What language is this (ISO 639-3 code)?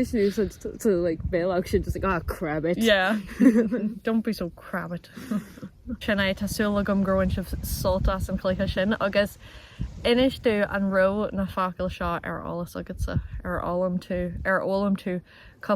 gle